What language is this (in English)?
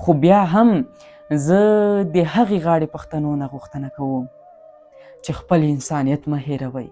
Pashto